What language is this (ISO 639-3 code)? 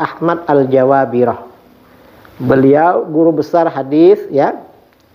ind